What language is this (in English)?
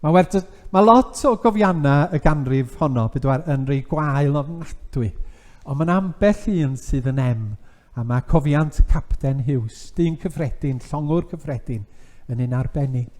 Welsh